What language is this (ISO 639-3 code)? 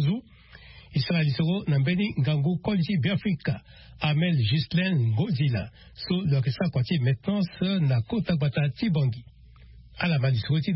sag